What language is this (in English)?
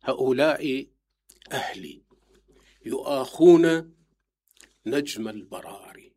Mesopotamian Arabic